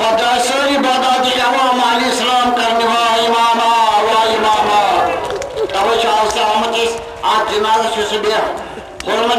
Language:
Kashmiri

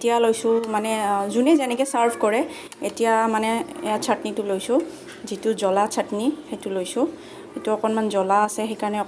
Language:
Assamese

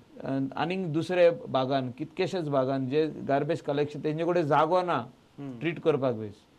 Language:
Konkani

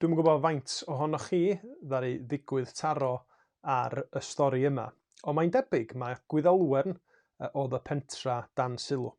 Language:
Welsh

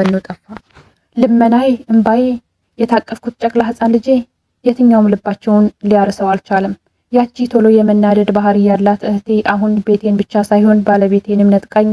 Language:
Amharic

